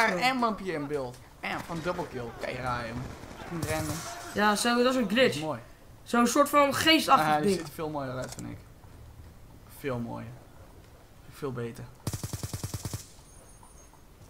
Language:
Dutch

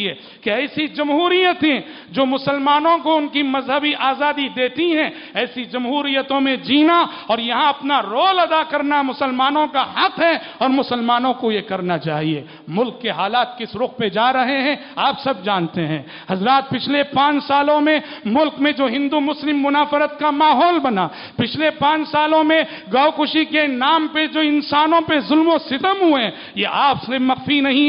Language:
Urdu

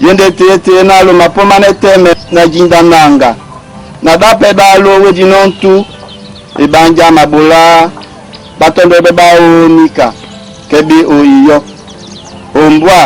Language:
Duala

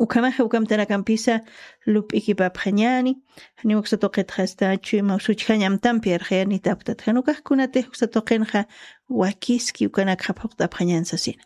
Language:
Aymara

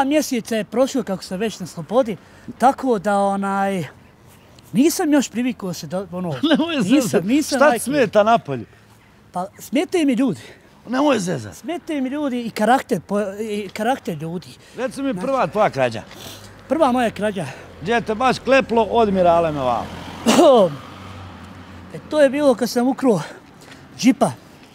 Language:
Bosnian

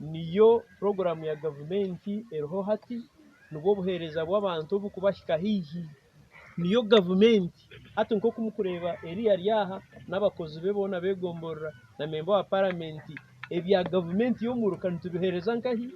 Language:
Nyankole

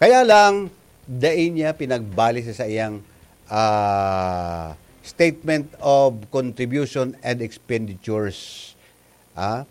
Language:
Bikol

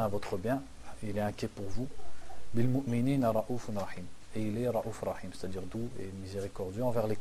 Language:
French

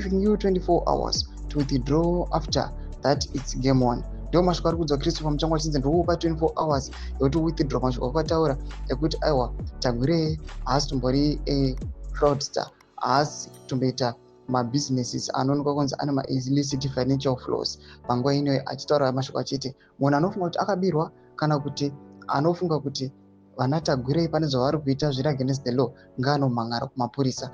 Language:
Shona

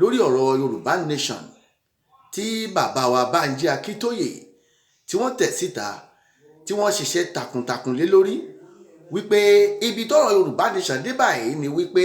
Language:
Yoruba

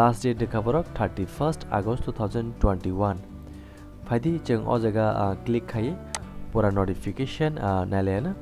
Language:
Kok Borok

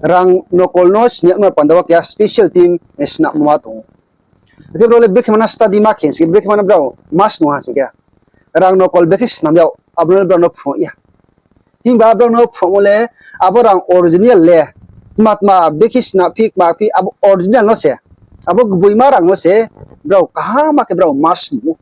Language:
Riang (India)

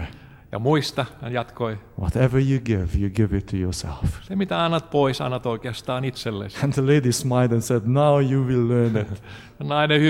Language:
Finnish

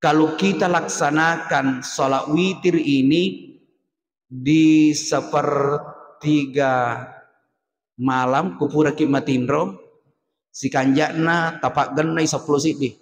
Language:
Buginese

